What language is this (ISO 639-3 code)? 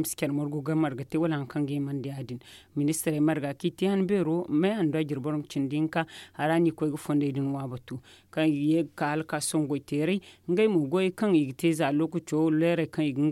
dje